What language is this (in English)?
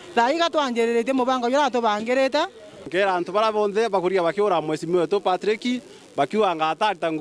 Meru